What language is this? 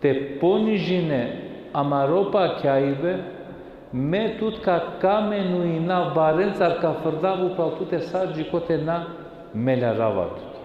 Balkan Romani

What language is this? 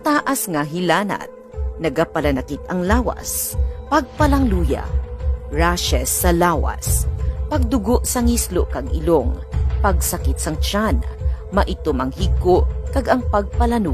Hiligaynon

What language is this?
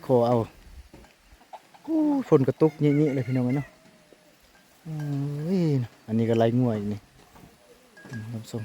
Lao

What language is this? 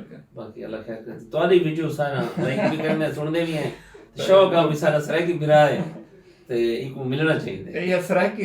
Saraiki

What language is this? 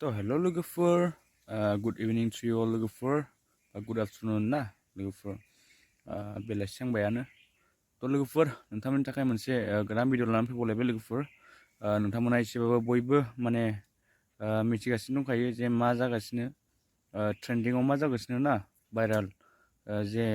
Bodo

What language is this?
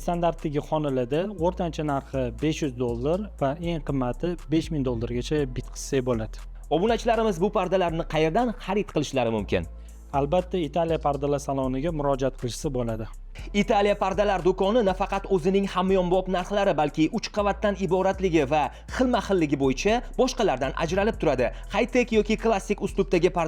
Uzbek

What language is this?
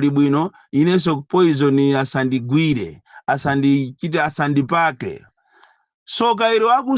Nyanja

